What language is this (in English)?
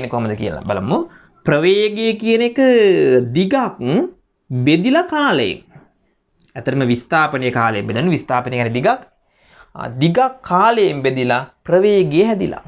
Sinhala